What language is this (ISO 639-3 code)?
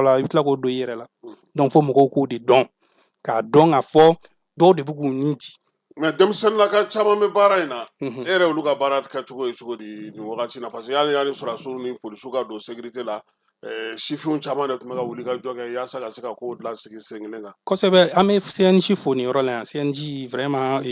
bam